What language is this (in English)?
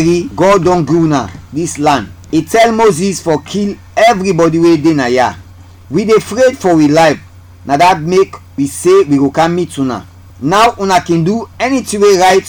Krio